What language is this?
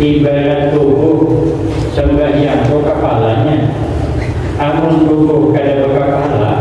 Banjar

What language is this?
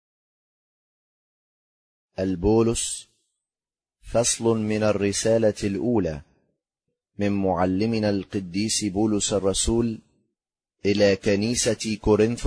Arabic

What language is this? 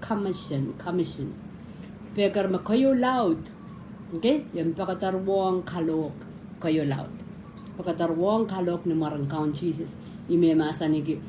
Pohnpeian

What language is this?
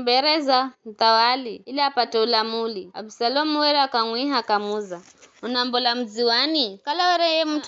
Giryama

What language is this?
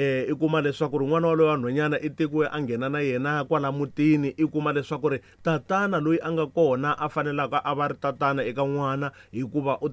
Tsonga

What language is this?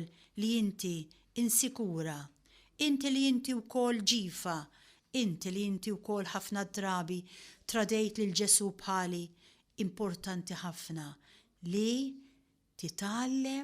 Maltese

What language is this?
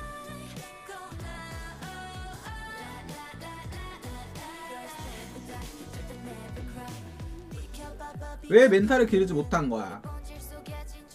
Korean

